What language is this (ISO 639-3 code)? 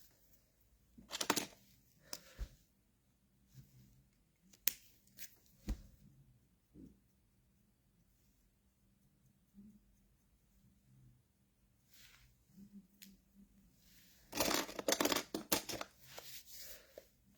ksw